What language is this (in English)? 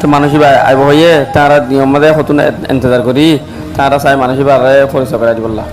Rohingya